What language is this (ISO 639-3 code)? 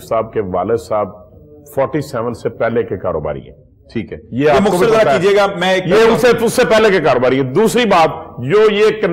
urd